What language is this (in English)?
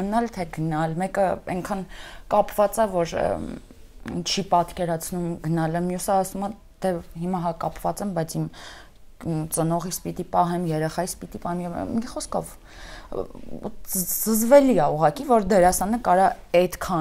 Armenian